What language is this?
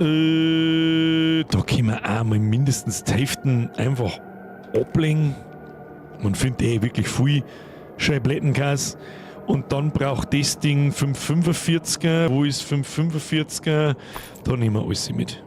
Bavarian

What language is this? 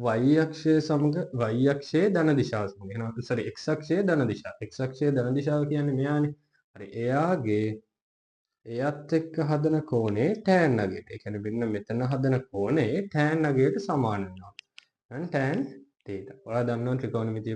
Sinhala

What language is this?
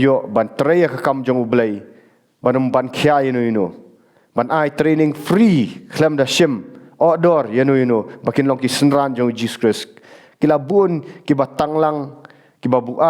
Khasi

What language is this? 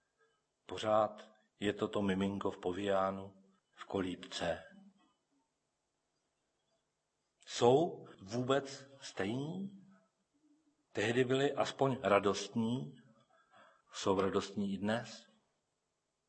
Czech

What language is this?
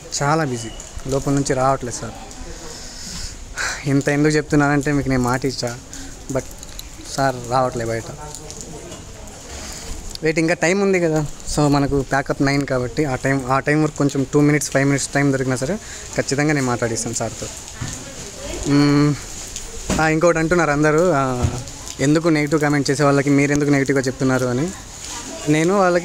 Telugu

